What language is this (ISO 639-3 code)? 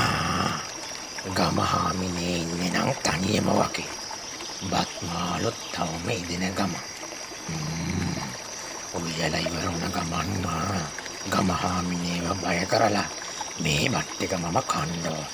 sin